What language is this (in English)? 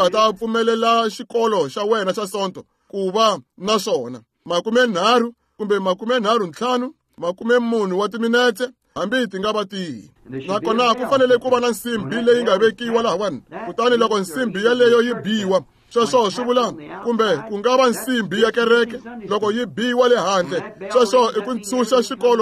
Tsonga